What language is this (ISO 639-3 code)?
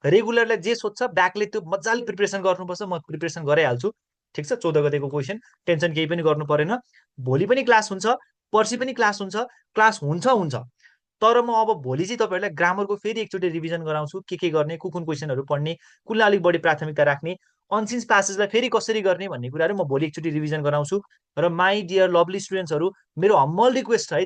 nep